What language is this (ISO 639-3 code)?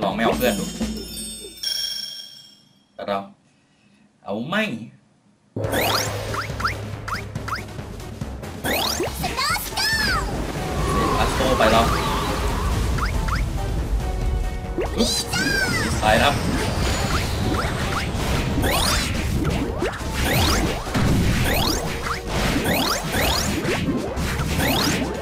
tha